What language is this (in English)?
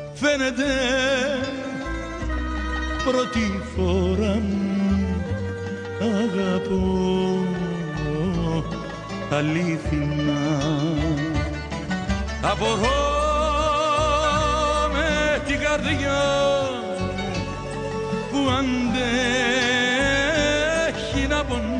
Greek